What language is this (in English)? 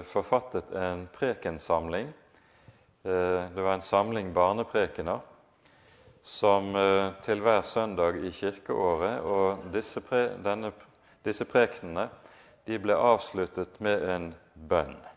Norwegian